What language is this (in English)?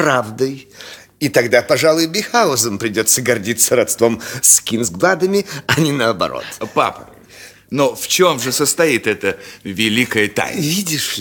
Russian